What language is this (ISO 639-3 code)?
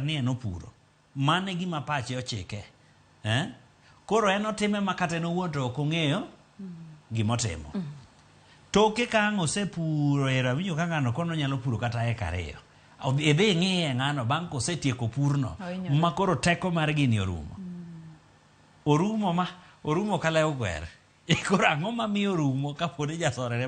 luo